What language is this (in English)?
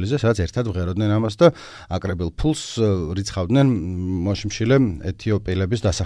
Georgian